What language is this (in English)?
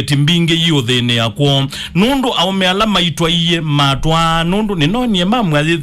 Kamba